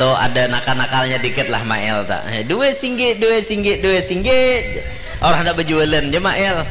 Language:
Banjar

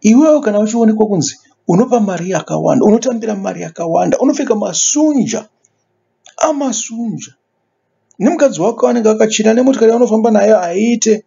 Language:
Shona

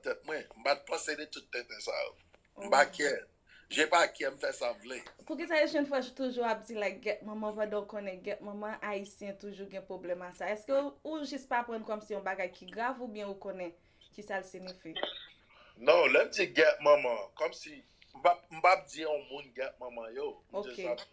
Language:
Haitian Creole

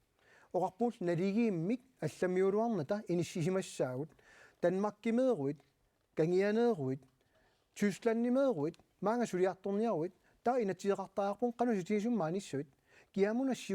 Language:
Kalaallisut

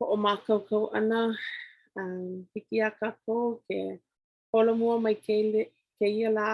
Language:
Hawaiian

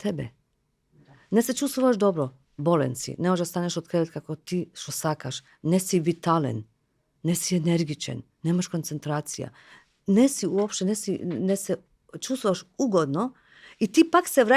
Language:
Macedonian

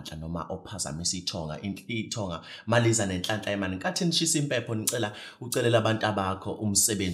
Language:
Zulu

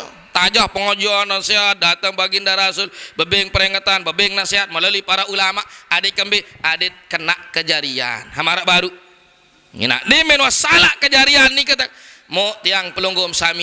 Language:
Sasak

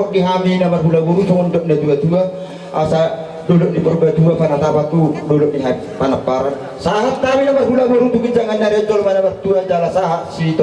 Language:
Batak Toba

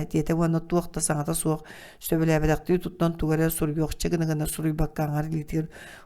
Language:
Yakut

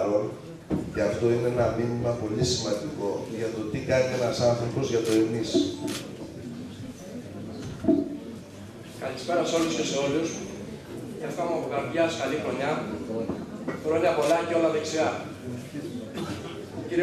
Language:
Greek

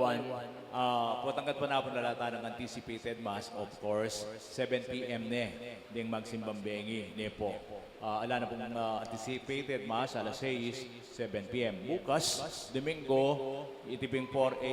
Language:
Pampanga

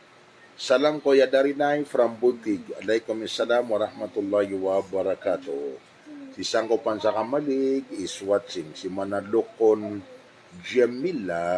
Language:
Maranao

